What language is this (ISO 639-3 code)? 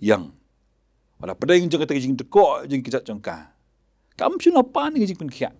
kha